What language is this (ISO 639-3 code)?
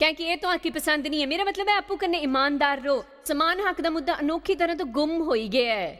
doi